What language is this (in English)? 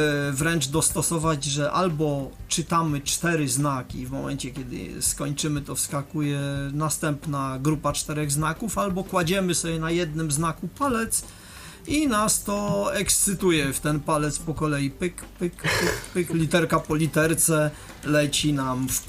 Polish